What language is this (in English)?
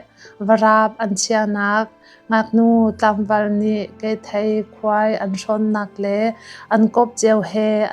Hakha Chin